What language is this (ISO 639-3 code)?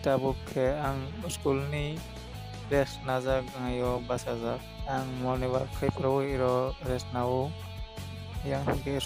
trp